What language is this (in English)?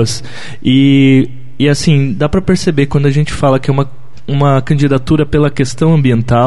Portuguese